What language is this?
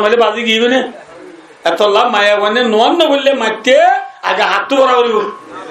Rohingya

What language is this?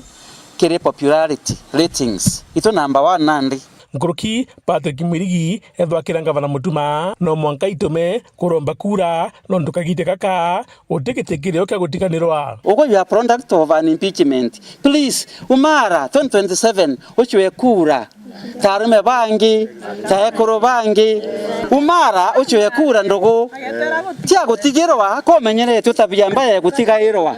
Meru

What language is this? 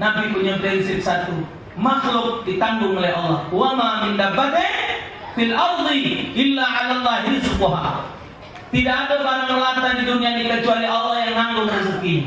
Musi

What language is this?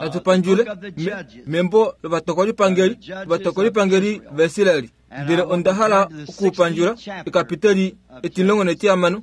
Kuanyama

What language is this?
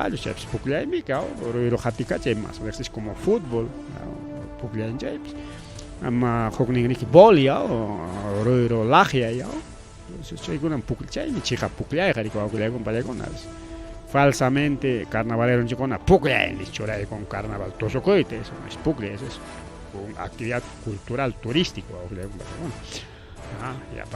Ayacucho Quechua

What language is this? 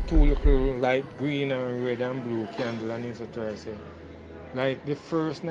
Jamaican Creole English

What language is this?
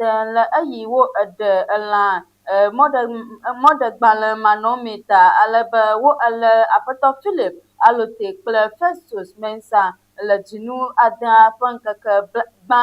Ewe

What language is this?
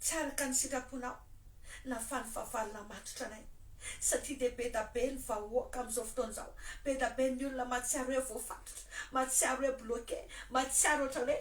Malagasy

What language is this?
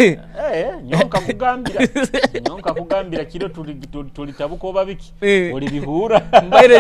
Nyoro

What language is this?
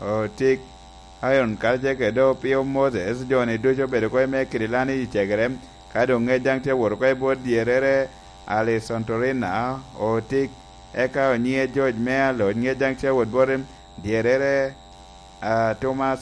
Lango (Uganda)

